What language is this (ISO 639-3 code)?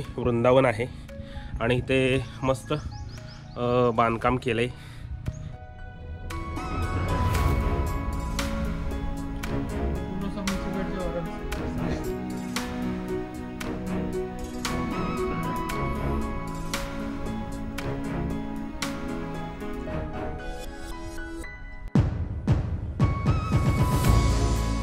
mar